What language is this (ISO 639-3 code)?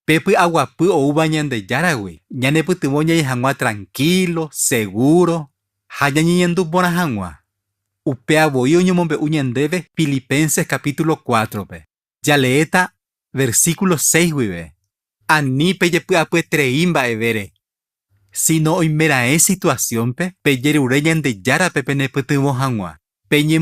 grn